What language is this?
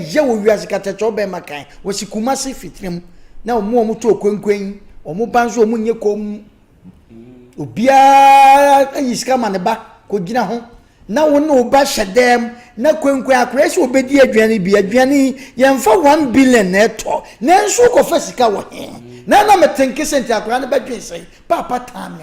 Akan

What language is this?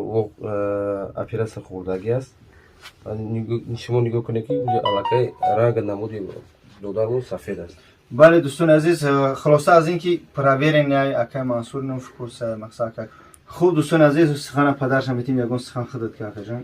Tajik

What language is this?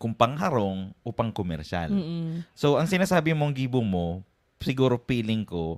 Bikol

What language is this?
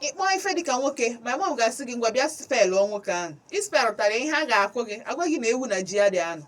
Igbo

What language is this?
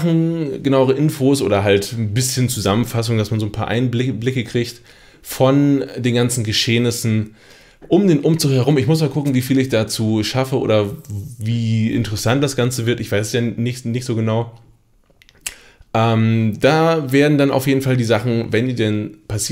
German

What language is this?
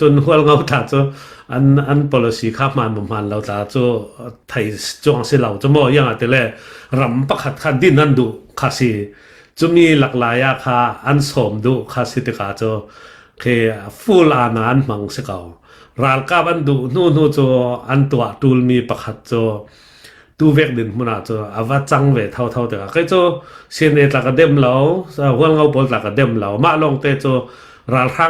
Falam Chin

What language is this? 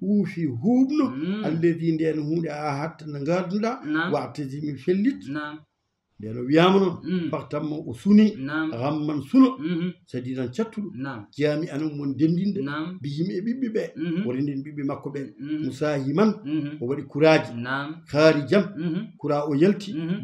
Fula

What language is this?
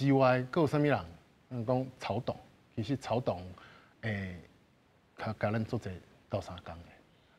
Min Nan Chinese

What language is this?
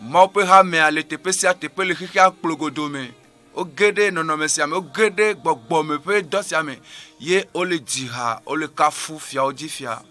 Ewe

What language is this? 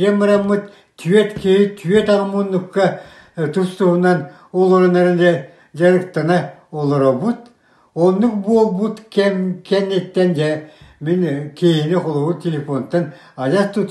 Yakut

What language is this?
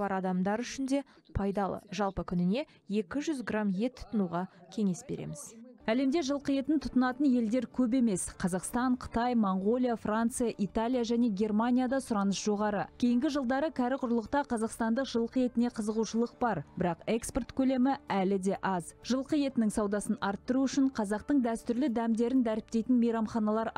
Kazakh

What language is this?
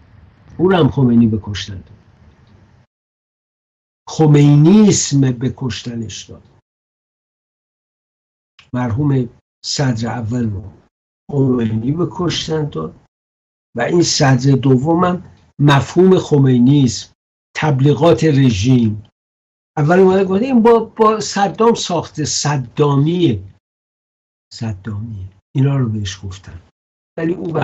Persian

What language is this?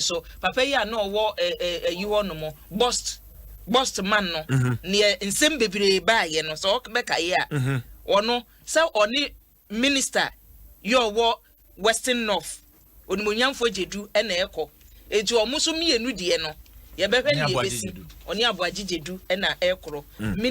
Akan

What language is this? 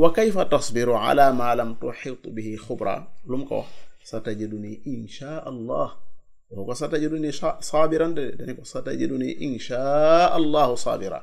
Wolof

